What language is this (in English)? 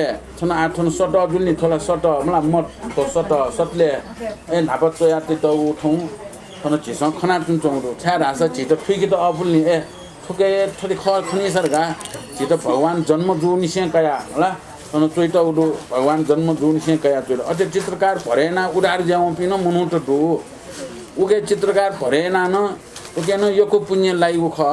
Newari